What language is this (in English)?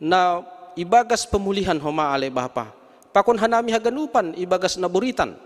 Batak Simalungun